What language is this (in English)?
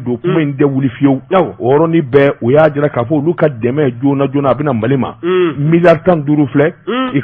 Bambara